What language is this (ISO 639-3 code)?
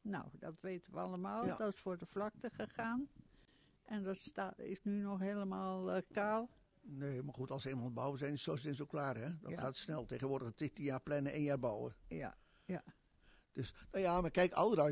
nld